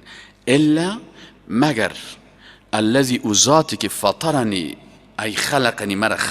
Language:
Persian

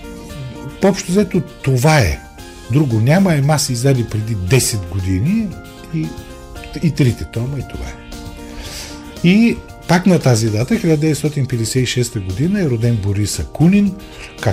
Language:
Bulgarian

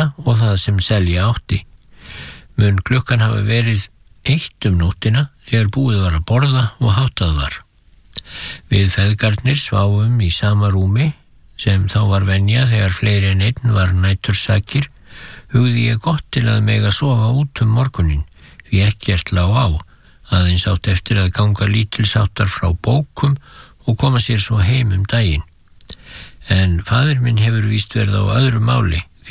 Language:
Icelandic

